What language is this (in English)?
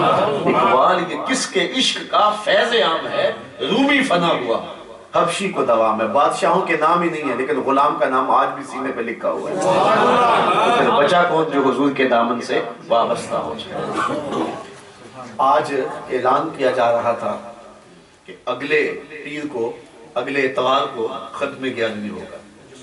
Urdu